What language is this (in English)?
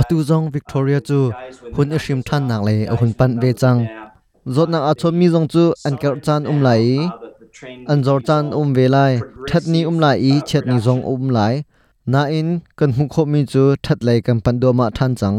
Hakha Chin